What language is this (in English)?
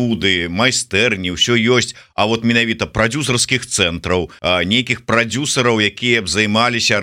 Belarusian